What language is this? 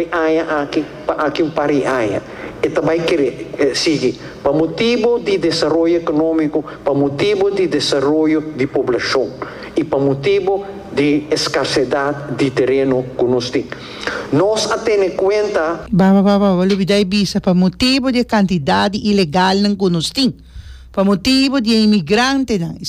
Papiamento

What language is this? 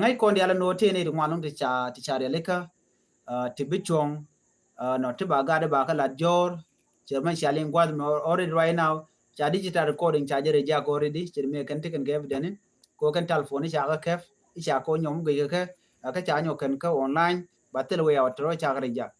Nuer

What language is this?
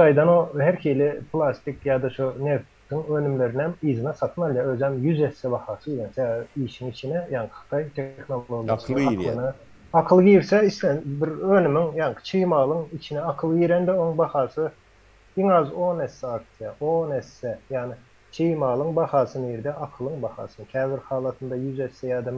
Turkmen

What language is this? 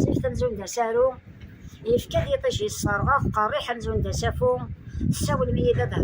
Kabyle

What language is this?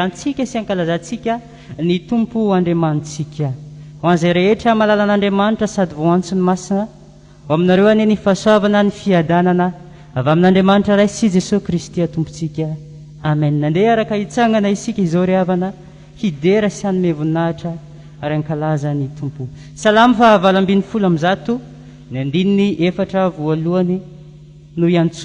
Malagasy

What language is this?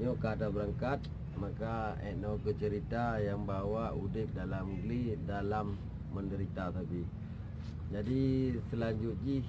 Achinese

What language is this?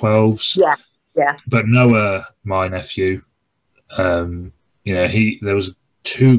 English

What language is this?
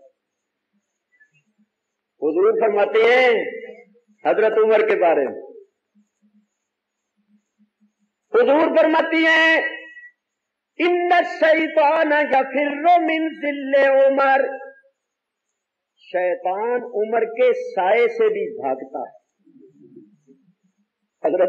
Urdu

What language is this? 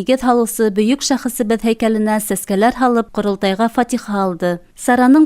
Bashkir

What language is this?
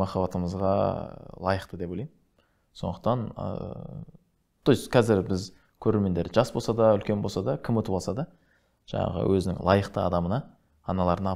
Kazakh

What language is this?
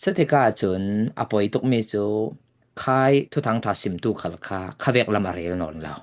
Falam Chin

